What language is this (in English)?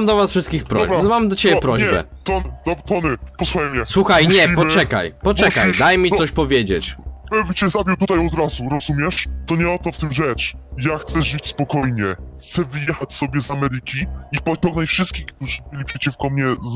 Polish